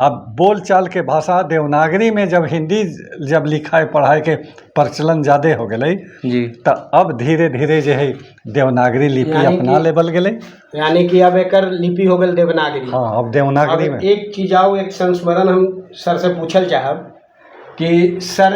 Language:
Magahi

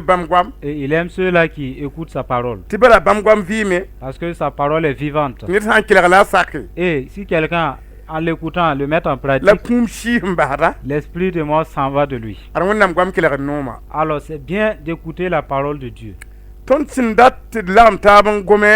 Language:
Mossi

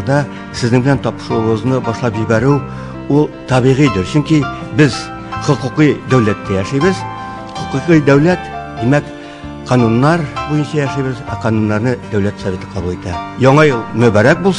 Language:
Tatar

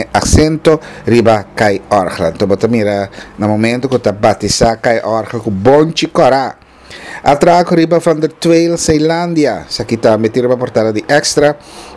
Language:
Papiamento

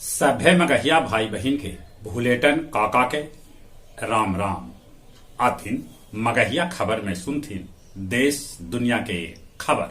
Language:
Magahi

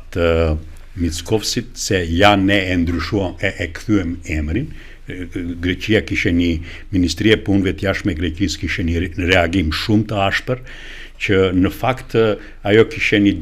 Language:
Albanian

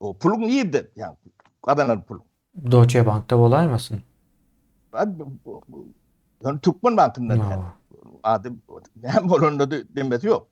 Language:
Turkmen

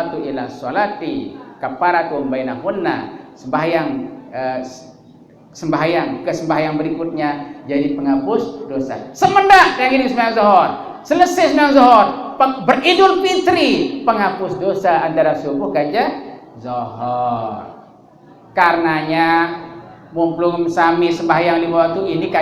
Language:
Sasak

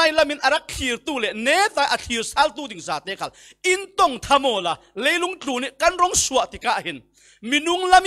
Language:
Falam Chin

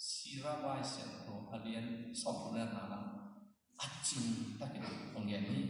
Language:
Tedim Chin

